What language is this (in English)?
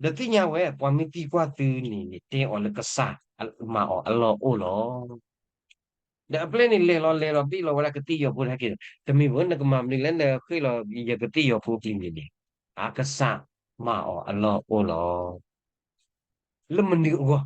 S'gaw Karen